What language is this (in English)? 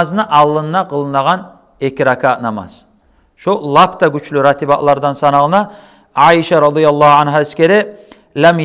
Kumyk